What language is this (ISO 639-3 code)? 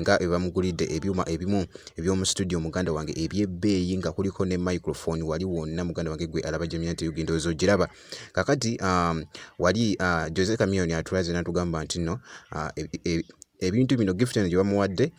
lug